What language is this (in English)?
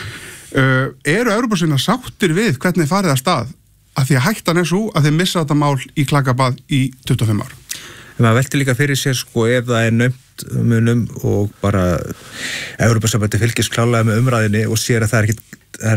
Icelandic